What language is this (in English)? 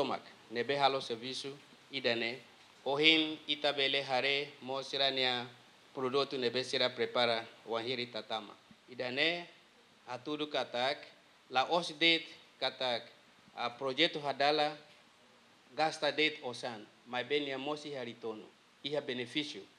Tetum